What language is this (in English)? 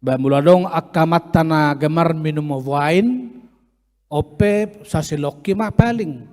Batak Toba